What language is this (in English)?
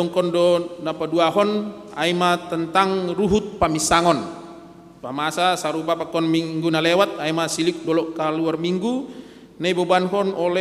Batak Simalungun